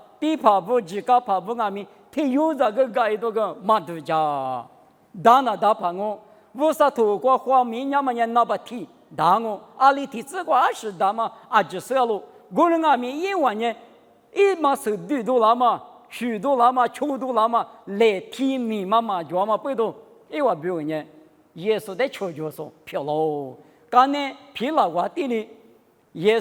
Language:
Lisu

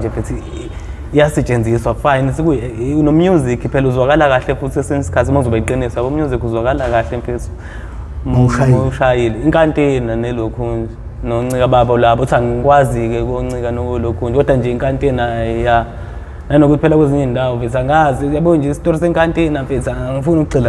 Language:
Zulu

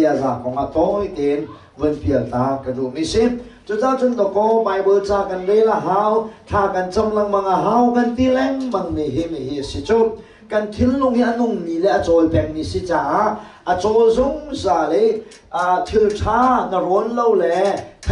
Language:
Hakha Chin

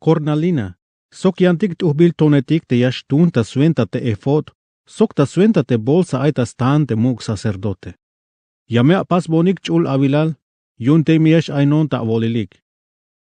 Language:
Tzeltal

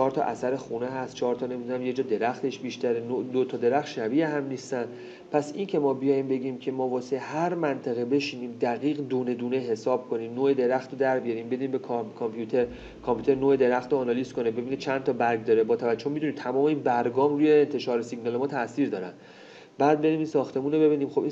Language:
Persian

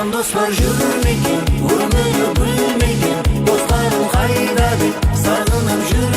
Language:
Kara-Kalpak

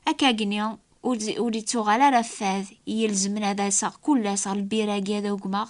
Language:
Kabyle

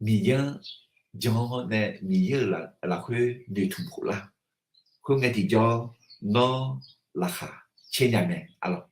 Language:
Akha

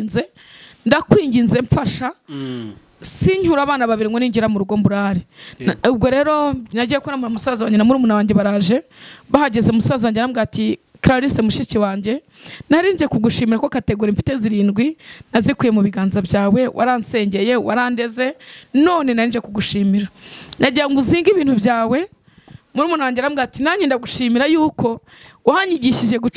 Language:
Kinyarwanda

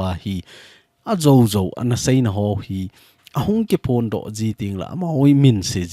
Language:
Thado Chin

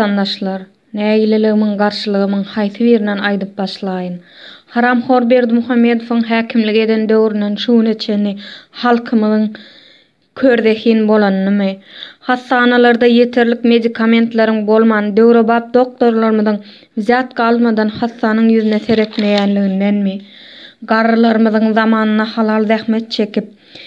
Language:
Turkmen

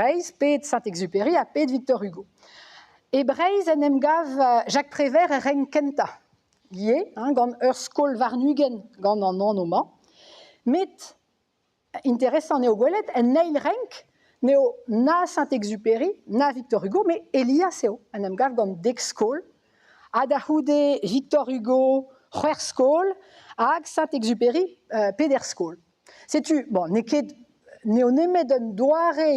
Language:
Breton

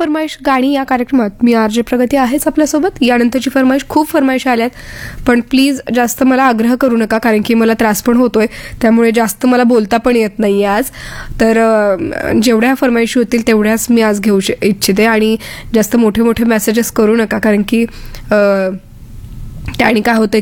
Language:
Marathi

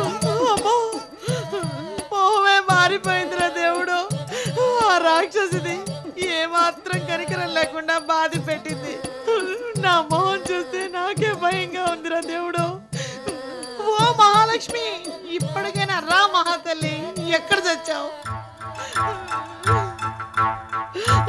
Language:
Telugu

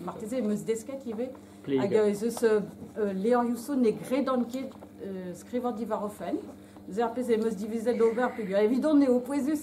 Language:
Breton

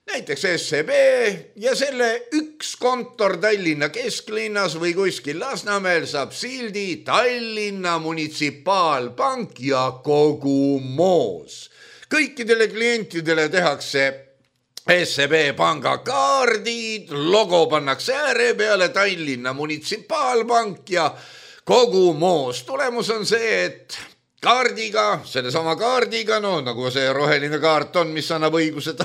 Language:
Estonian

